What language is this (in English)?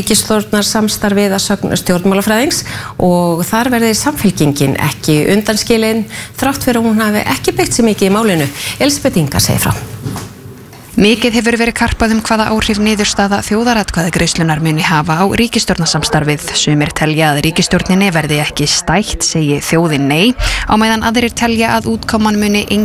Icelandic